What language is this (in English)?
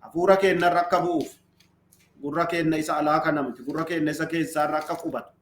Oromo